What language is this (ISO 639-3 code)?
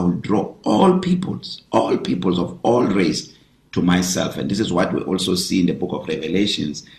eng